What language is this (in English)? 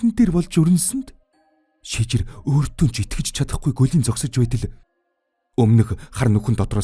Mongolian